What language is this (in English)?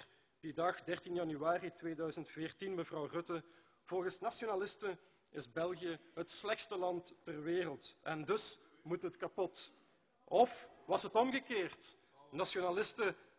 Dutch